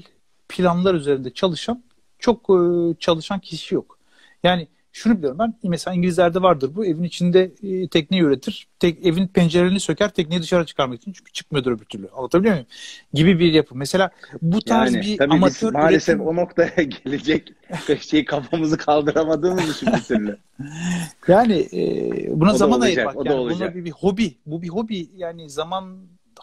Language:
Turkish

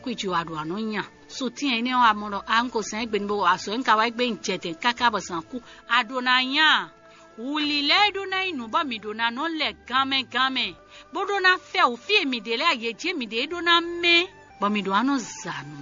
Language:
Fon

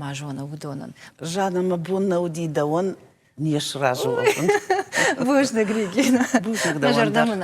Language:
Ossetic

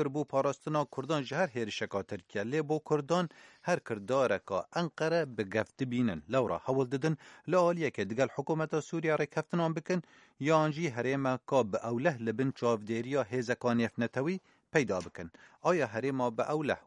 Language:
Kurdish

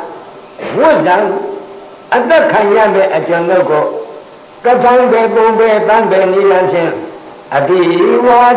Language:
Burmese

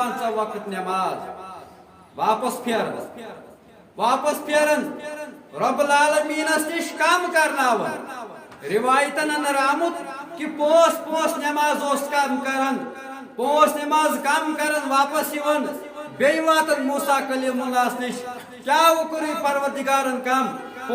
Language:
Kashmiri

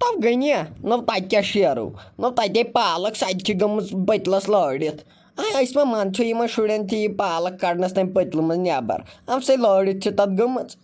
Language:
Kashmiri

